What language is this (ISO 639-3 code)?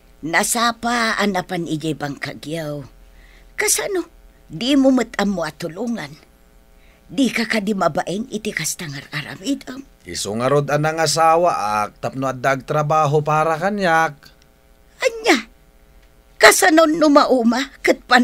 ilo